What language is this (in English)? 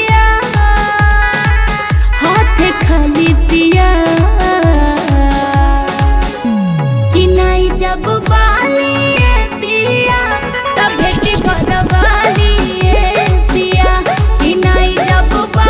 Bhojpuri